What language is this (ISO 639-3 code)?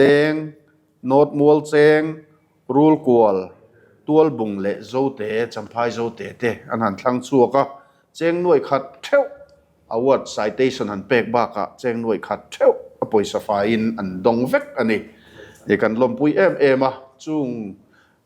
lus